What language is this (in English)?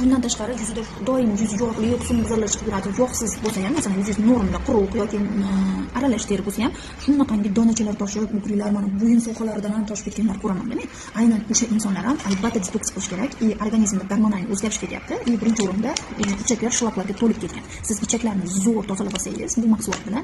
Uzbek